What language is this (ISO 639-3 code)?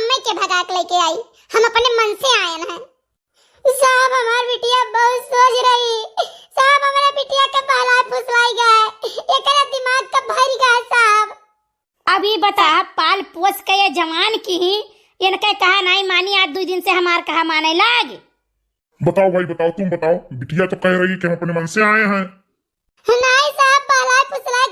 awa